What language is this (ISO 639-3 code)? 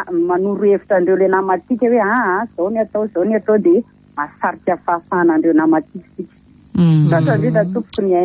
mlg